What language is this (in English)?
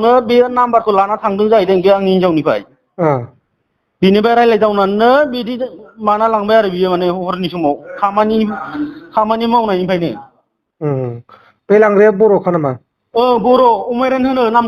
Bodo